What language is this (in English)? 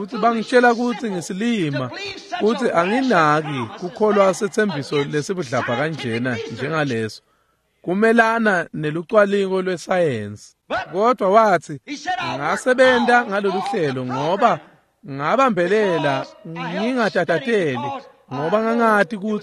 Swati